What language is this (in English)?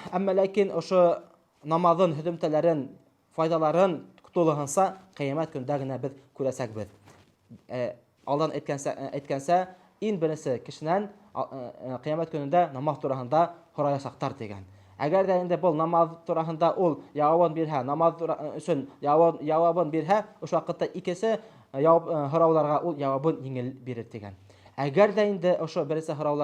Bashkir